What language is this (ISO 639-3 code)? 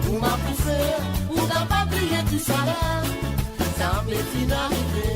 mfe